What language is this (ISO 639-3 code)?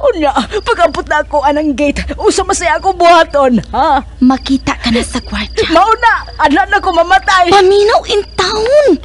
ceb